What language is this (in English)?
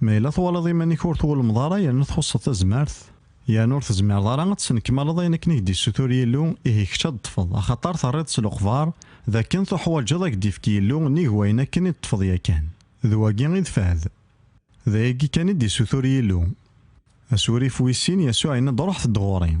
Kabyle